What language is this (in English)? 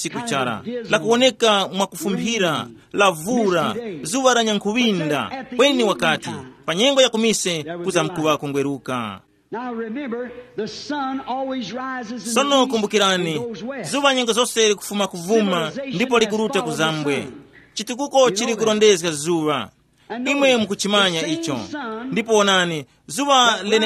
Tumbuka